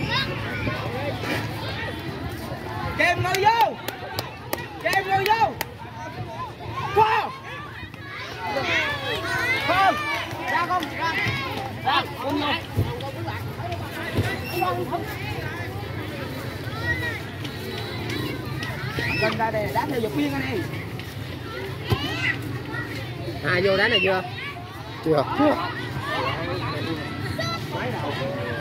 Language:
Vietnamese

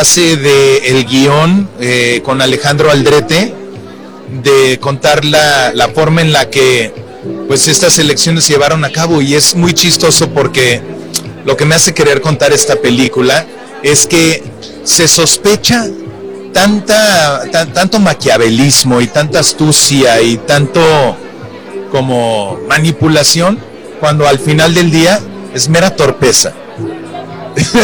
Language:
Spanish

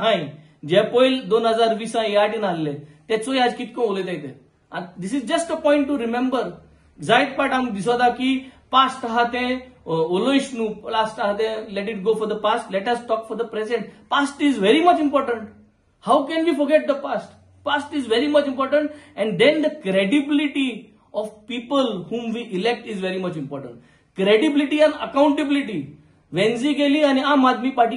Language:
Konkani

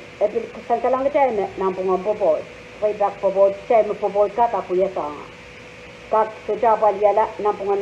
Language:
Pohnpeian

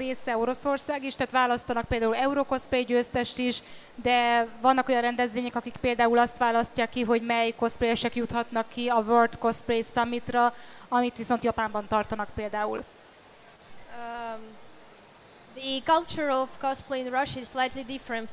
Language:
Hungarian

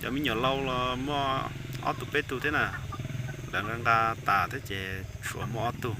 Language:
Hmong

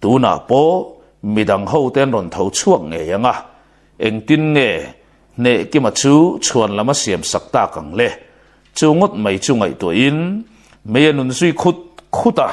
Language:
Mizo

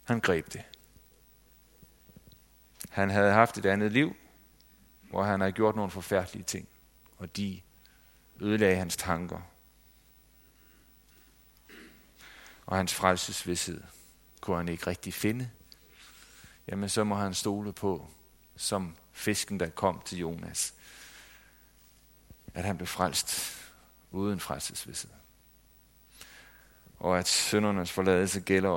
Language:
Danish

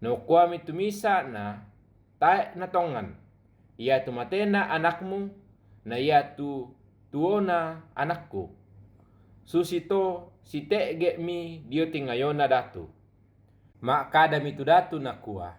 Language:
Toraja-Sa'dan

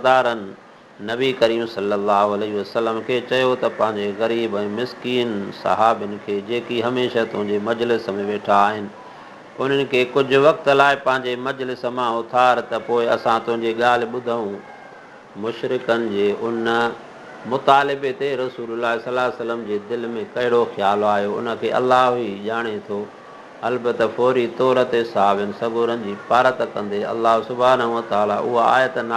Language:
Sindhi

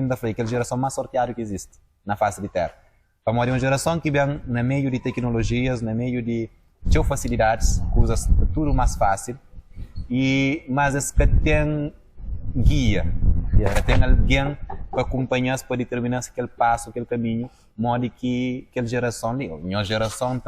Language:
Kabuverdianu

